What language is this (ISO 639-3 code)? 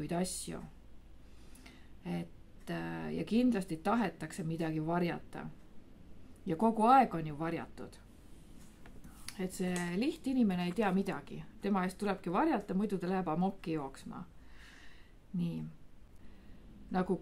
est